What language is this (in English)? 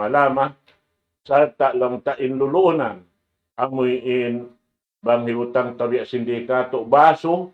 Tausug